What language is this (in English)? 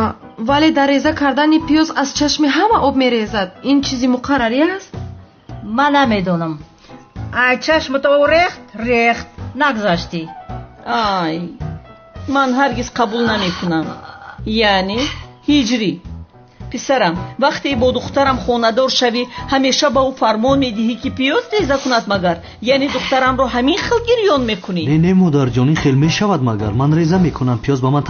Tajik